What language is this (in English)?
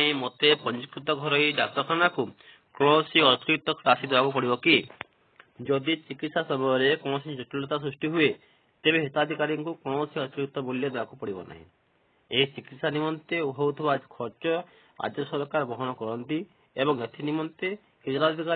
Odia